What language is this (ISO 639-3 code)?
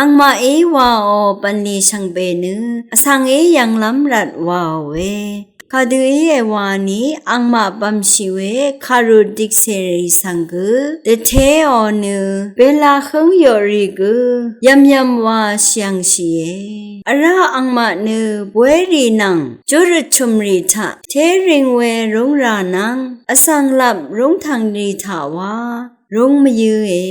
raw